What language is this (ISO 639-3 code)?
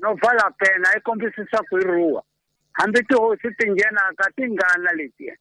tso